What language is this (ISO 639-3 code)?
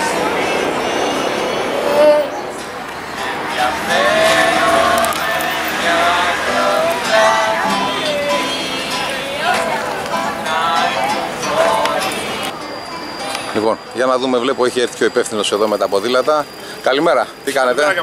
ell